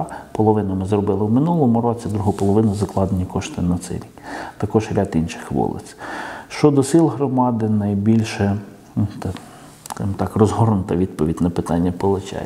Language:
Ukrainian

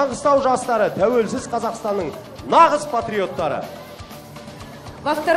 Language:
Kazakh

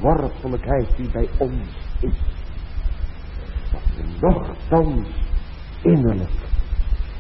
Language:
Dutch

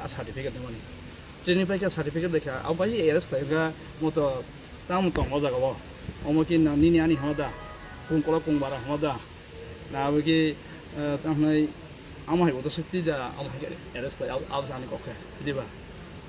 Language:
Kok Borok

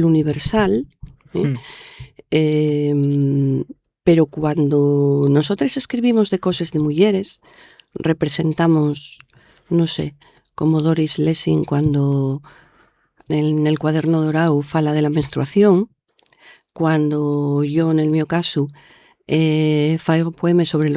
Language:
Asturian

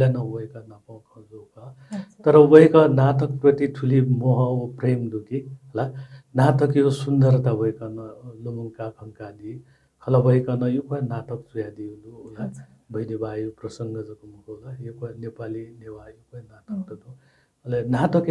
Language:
Newari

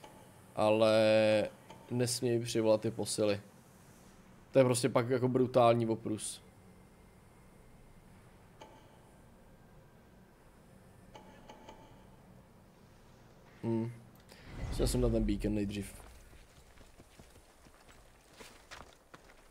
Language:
Czech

